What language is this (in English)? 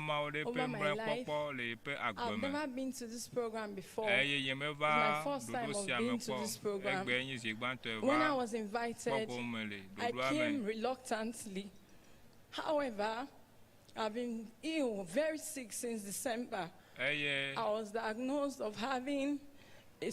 Ewe